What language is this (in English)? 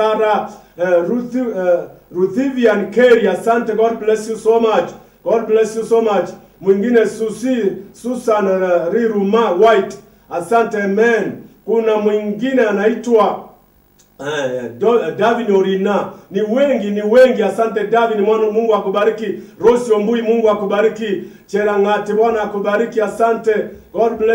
Swahili